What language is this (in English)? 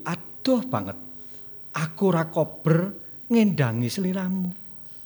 Javanese